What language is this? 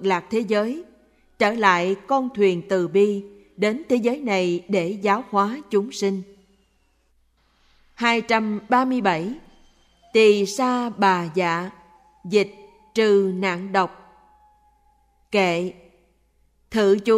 Vietnamese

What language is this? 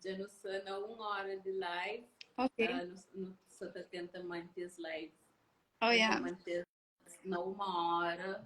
Kabuverdianu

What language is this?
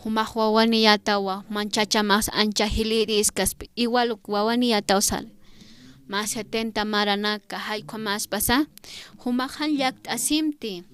Aymara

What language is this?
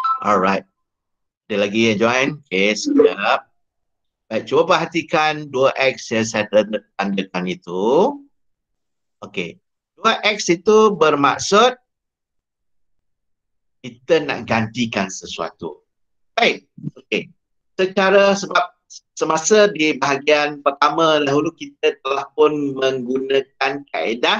Malay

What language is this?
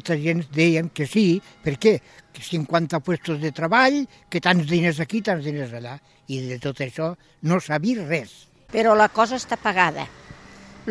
Catalan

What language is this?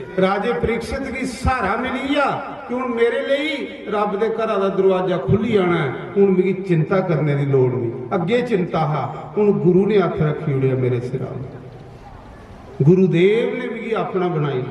Dogri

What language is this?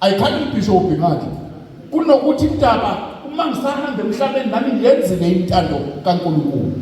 Zulu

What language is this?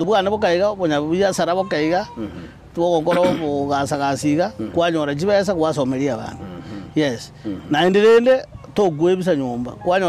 Gusii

